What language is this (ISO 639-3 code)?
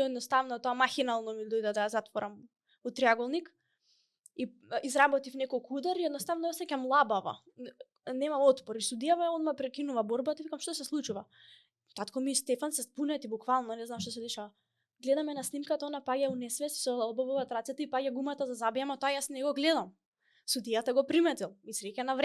mkd